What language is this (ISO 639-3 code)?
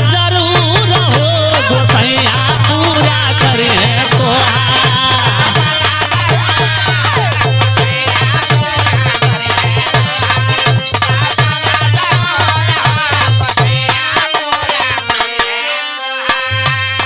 bho